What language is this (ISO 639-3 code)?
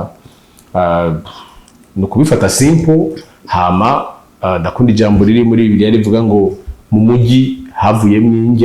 run